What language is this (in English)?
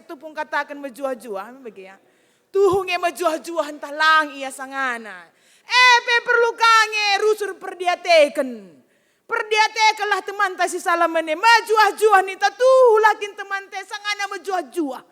Batak Karo